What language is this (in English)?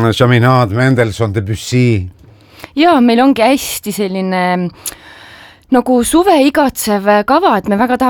Estonian